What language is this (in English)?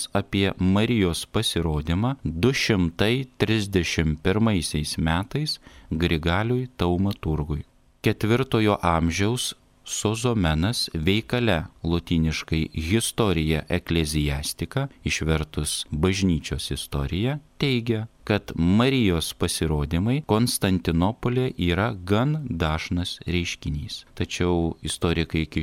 Lithuanian